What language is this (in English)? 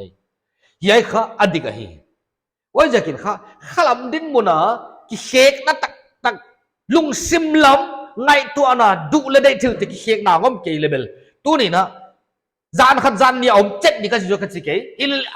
Paite Chin